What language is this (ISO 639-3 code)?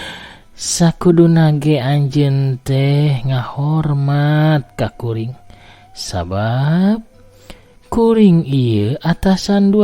sun